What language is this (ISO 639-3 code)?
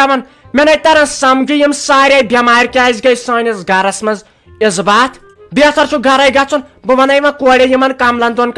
kas